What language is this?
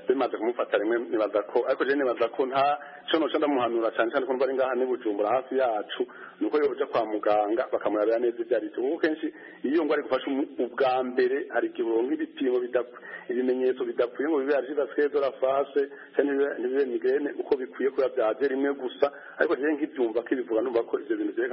Kinyarwanda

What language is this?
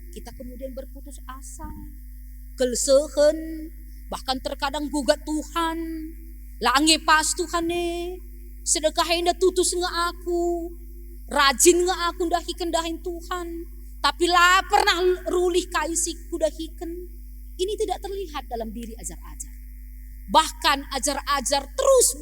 Batak Karo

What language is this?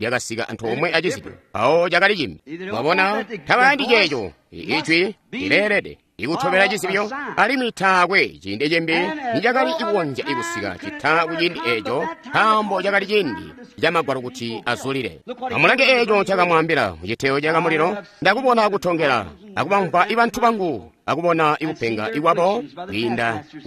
Tonga (Zambia)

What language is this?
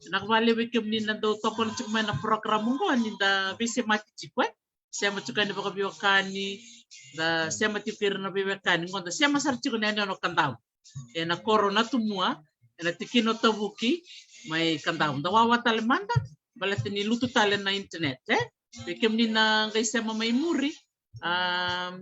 Fijian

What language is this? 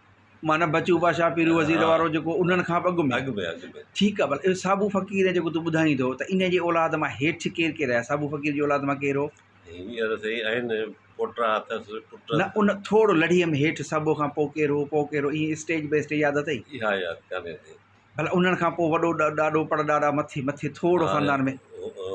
Sindhi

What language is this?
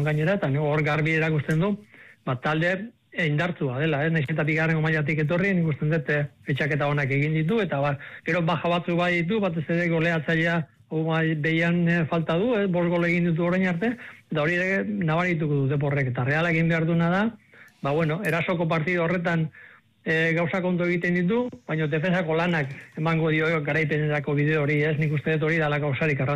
Basque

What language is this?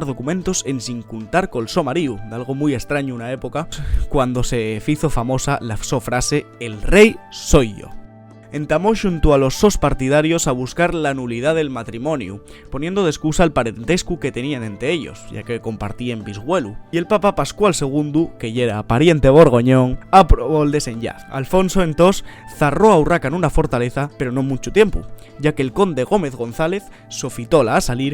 Asturian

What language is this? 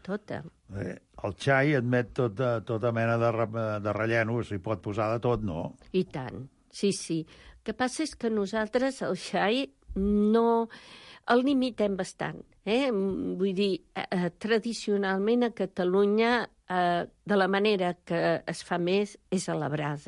Catalan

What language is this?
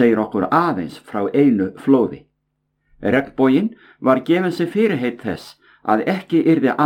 Icelandic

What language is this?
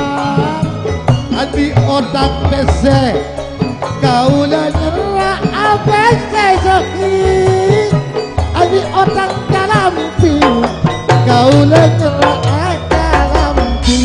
Madurese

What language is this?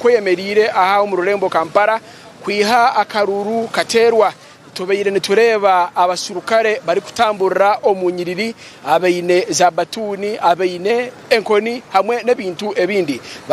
Nyankole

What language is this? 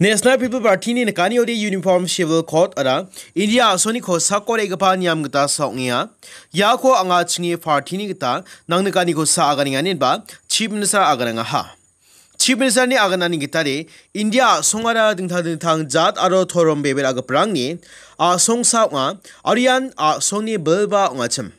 Garo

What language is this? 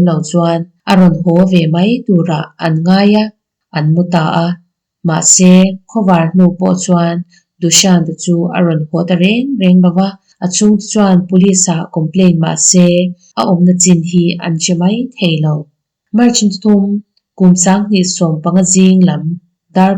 Mizo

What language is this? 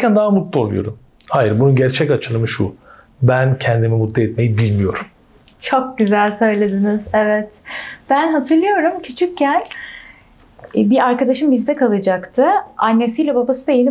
Turkish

